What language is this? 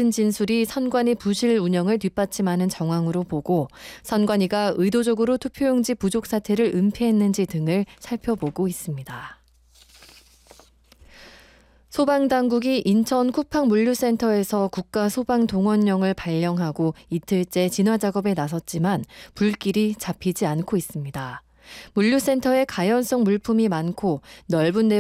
Korean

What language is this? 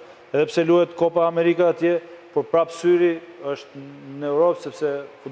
Albanian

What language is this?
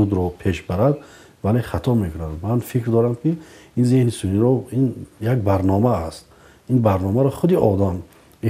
Tajik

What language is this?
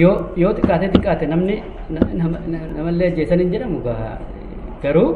Oromo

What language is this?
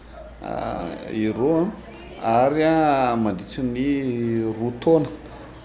Malagasy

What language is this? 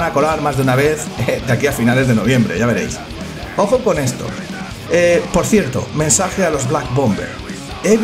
Spanish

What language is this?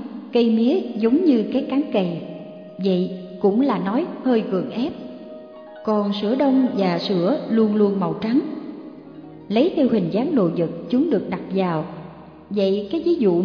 Vietnamese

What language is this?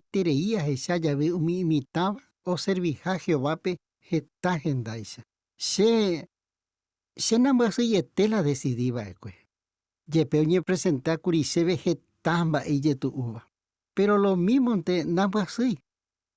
Guarani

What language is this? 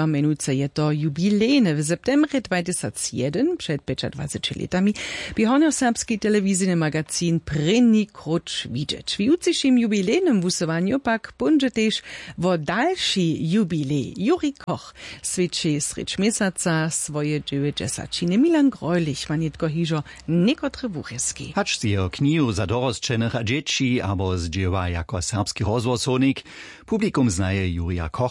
Upper Sorbian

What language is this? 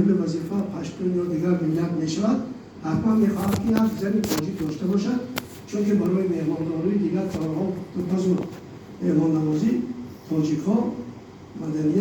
Tajik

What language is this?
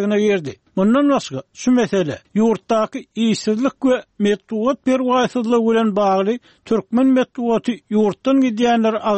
Turkmen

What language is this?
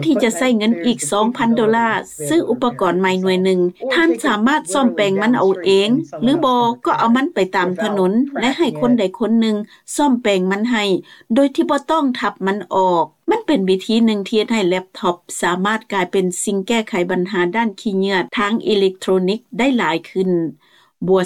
Lao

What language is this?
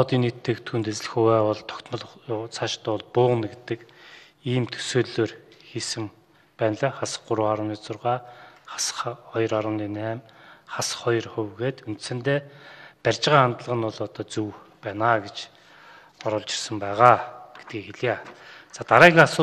Mongolian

